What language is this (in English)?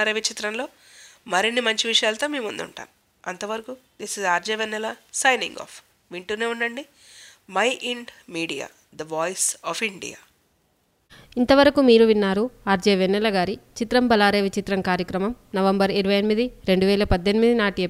Telugu